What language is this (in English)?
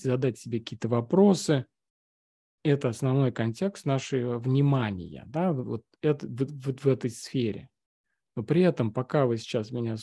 Russian